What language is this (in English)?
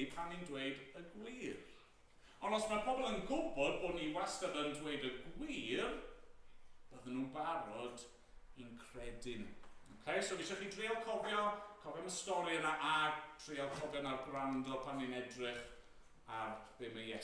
Welsh